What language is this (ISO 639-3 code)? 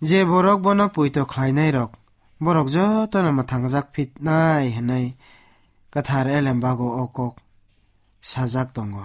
trp